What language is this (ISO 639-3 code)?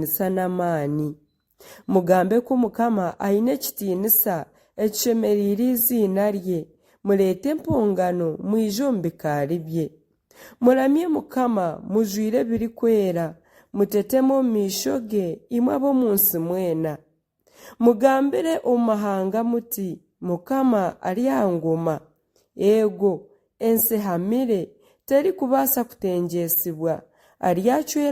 nyn